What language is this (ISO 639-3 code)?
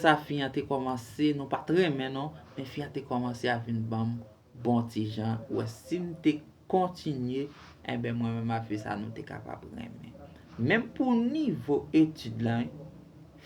hat